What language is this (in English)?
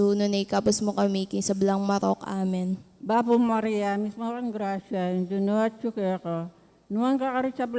Pampanga